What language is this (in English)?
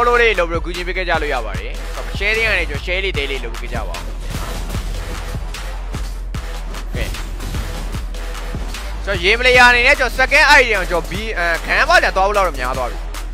Burmese